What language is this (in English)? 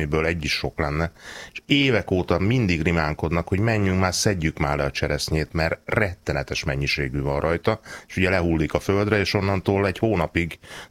Hungarian